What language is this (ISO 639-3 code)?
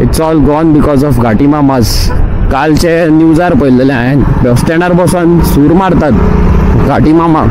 kok